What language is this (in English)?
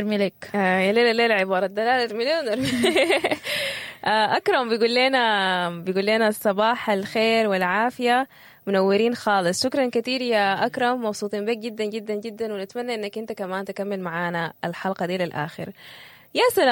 Sudanese Arabic